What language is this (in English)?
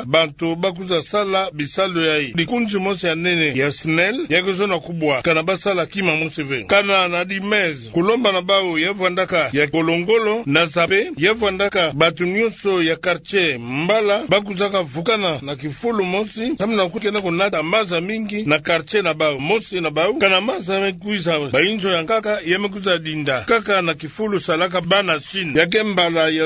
Kituba (Democratic Republic of Congo)